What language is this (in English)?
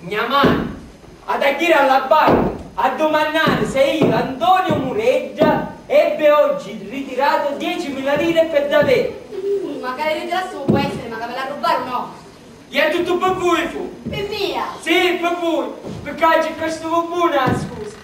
Sicilian